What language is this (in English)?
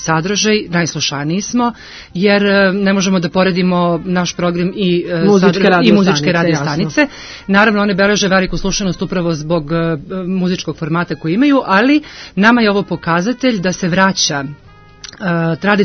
Serbian